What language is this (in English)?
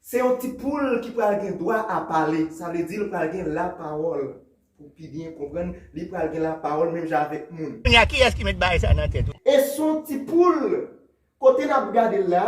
Haitian Creole